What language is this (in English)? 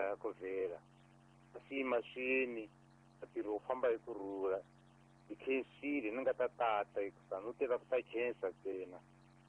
Tsonga